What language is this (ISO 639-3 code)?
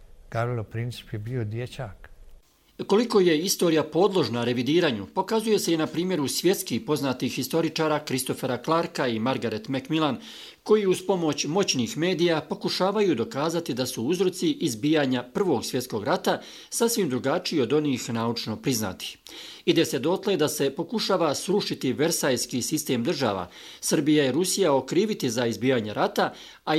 bos